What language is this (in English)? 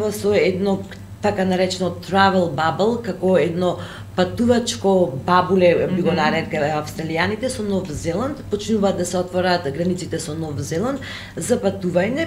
Macedonian